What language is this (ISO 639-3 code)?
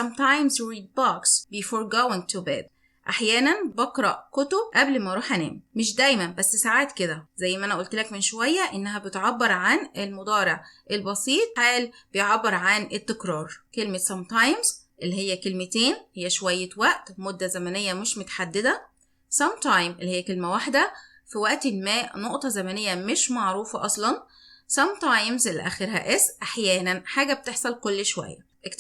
arz